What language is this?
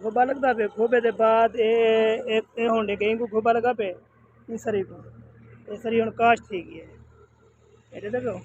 Saraiki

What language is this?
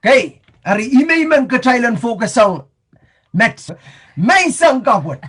Pohnpeian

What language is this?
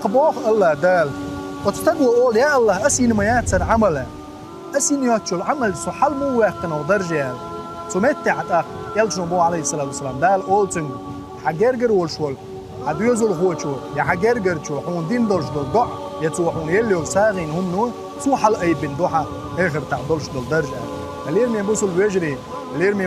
Chechen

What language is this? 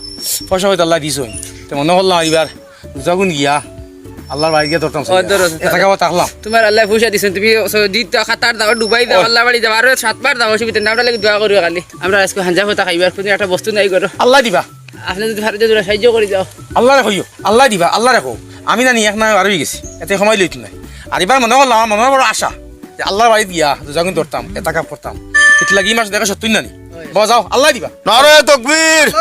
Sylheti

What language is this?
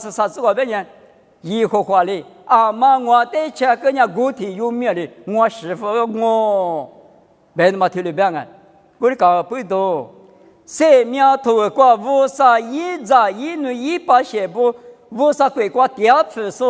Lisu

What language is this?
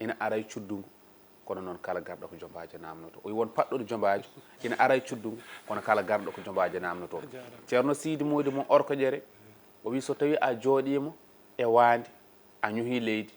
Fula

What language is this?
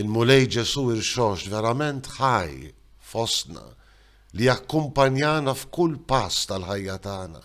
Maltese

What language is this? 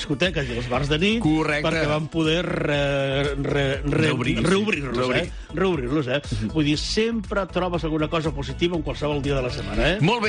Catalan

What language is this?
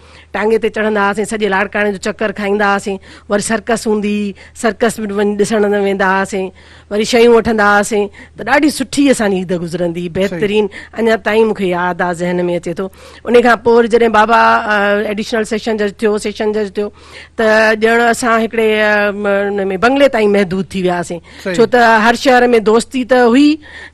Sindhi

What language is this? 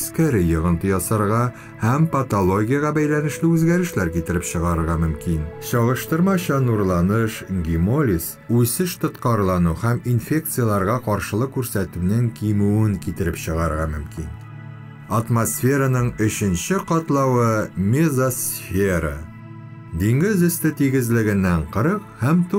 Tatar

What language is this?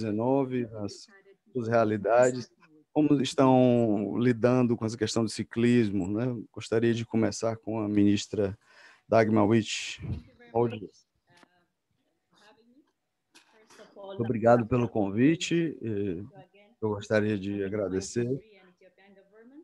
Portuguese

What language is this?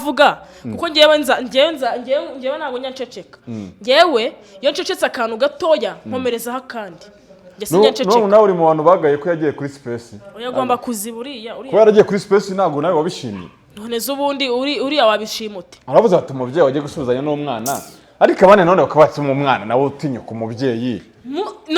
Kinyarwanda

